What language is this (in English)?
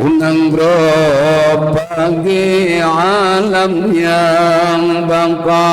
Achinese